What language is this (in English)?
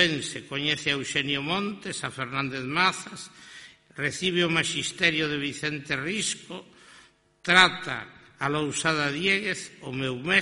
Galician